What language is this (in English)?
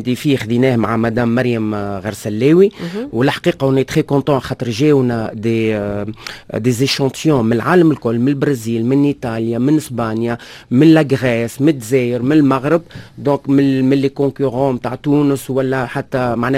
Tunisian Arabic